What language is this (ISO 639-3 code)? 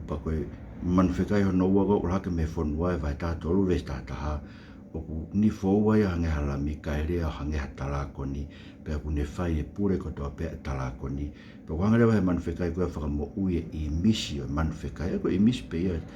ton